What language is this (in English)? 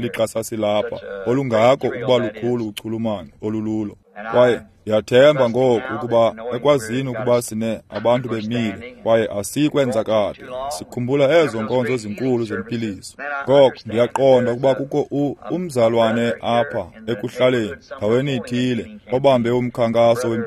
Xhosa